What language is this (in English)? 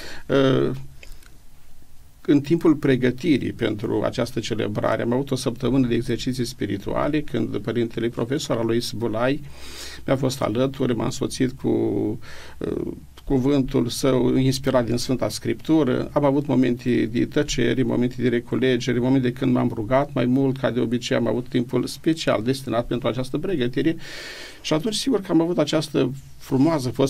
Romanian